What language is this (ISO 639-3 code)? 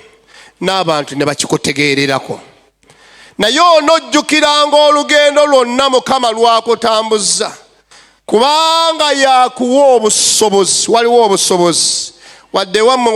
lug